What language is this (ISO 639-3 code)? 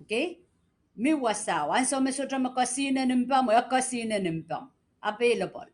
pon